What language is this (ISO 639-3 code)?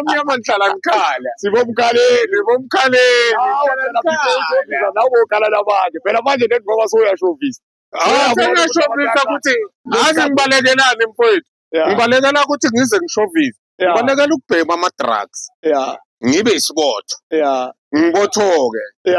zul